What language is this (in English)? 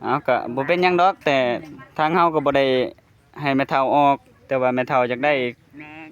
Northeastern Thai